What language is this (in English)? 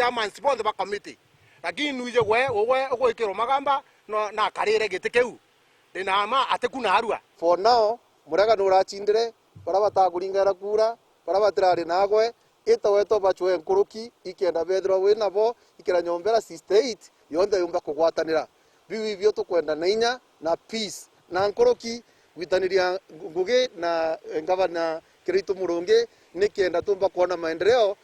Meru